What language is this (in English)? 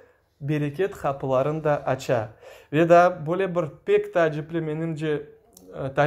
Crimean Tatar